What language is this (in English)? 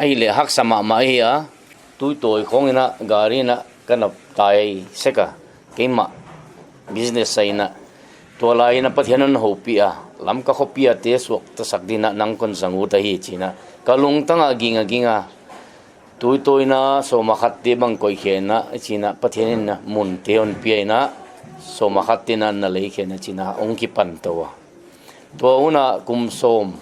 Paite Chin